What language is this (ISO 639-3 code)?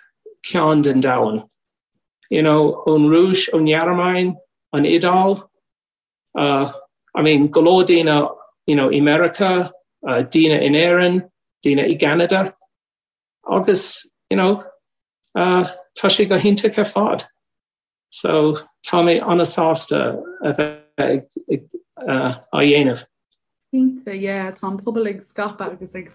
gle